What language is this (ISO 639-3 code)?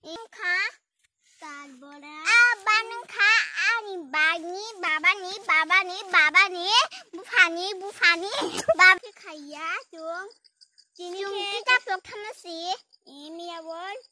trp